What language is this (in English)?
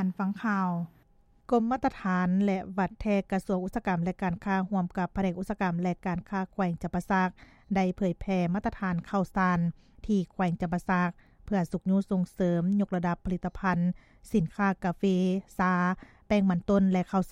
Lao